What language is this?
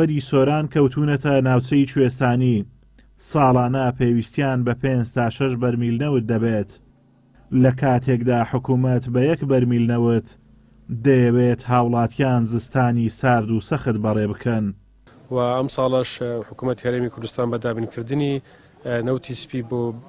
Central Kurdish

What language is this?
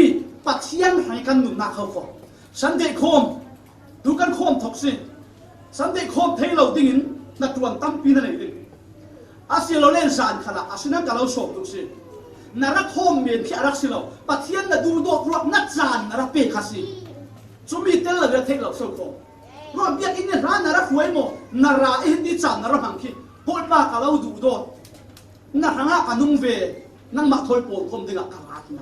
Falam Chin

